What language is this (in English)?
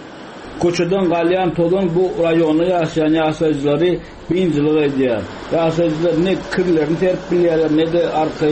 Turkmen